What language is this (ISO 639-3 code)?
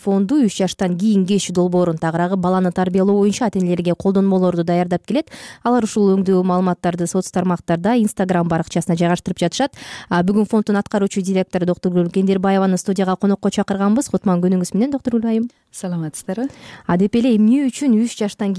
kir